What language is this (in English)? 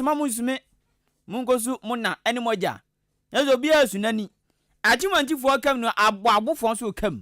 Akan